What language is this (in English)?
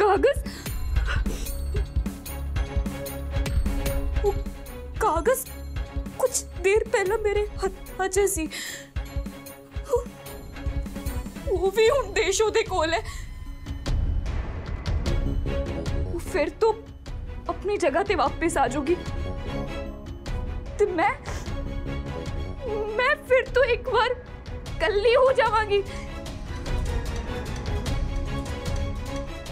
Punjabi